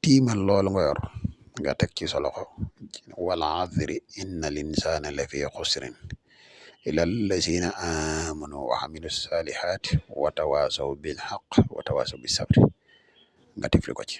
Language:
Wolof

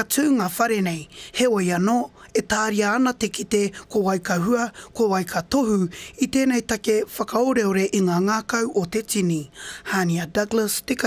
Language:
Māori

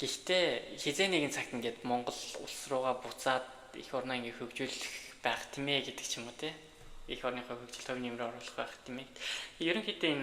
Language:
Mongolian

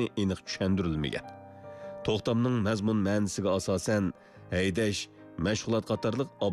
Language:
Uyghur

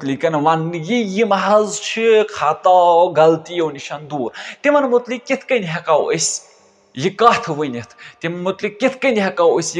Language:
Kashmiri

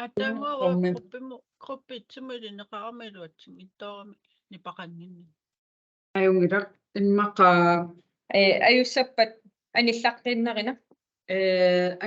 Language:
Kalaallisut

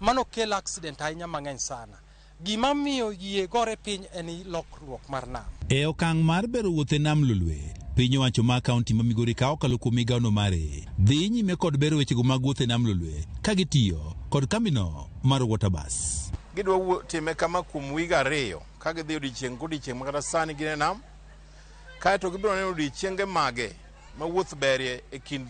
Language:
Luo (Kenya and Tanzania)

